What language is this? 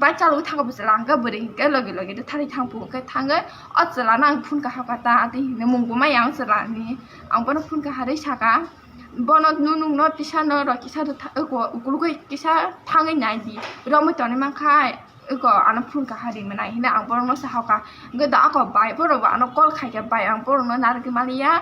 Kok Borok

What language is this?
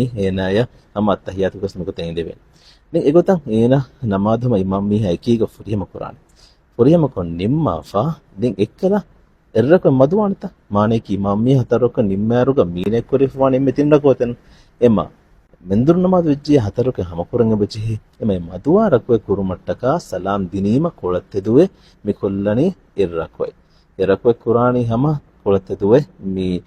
Divehi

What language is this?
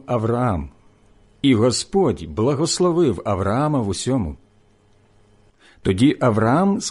Ukrainian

